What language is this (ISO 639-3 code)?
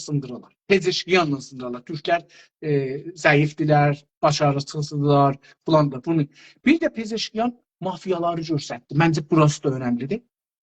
azb